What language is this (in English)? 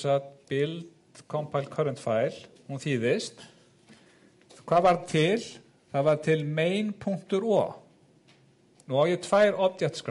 Icelandic